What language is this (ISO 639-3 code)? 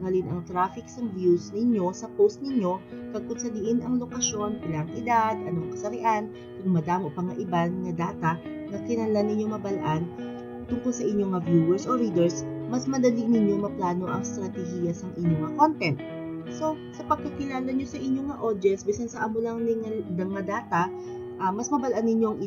hil